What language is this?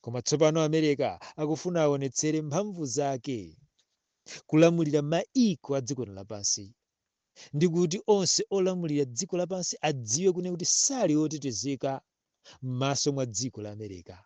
Nyanja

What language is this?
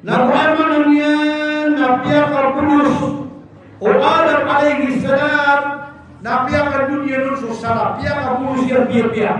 Maranao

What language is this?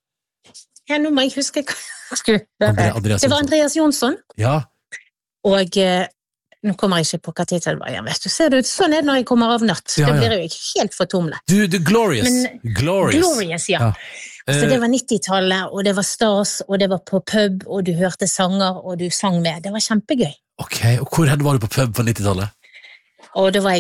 Norwegian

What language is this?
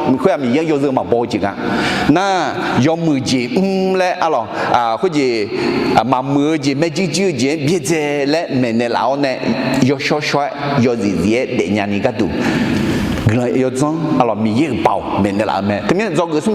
Akha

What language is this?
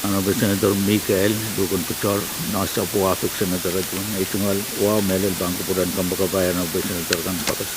Pohnpeian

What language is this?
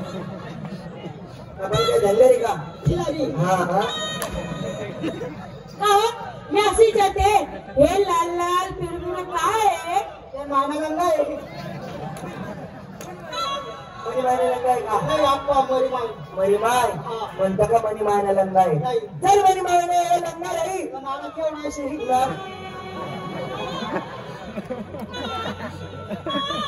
Marathi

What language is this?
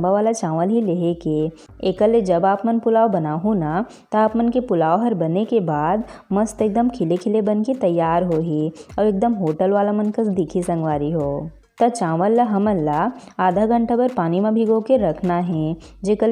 Chhattisgarhi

